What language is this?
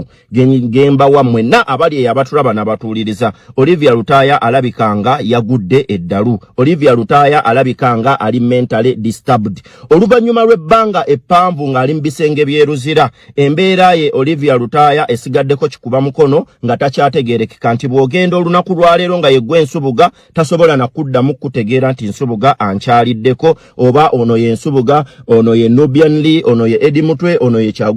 Ganda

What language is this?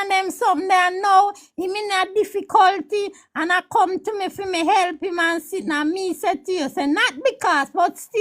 Jamaican Creole English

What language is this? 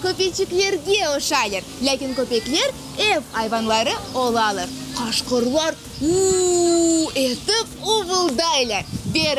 Crimean Tatar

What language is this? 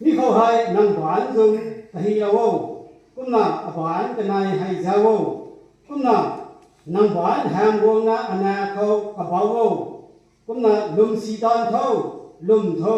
Rongmei Naga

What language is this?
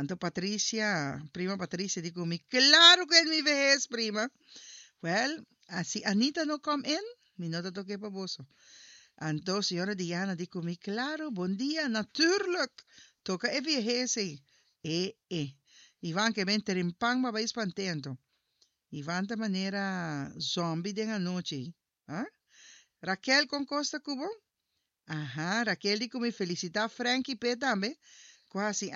Papiamento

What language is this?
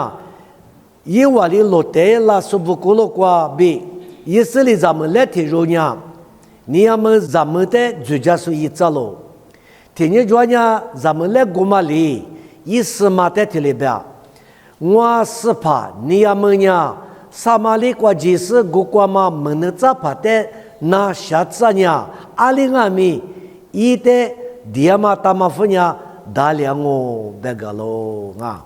Lisu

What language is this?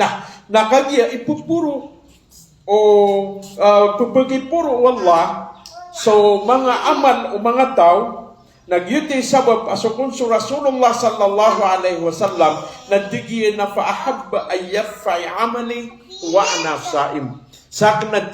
Maranao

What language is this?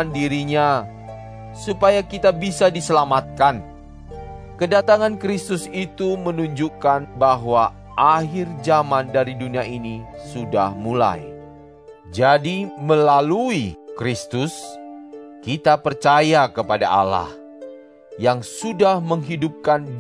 Indonesian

